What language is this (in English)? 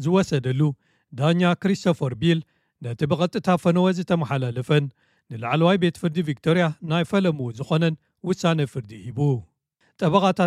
Tigrinya